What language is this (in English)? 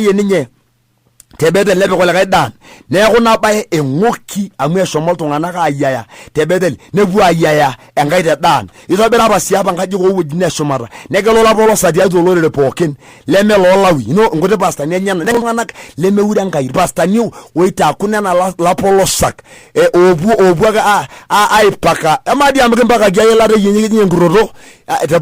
Masai